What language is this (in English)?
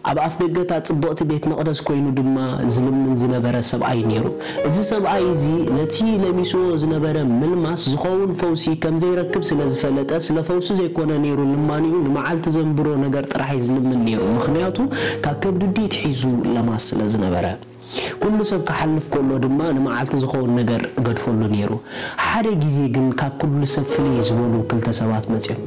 Tigrinya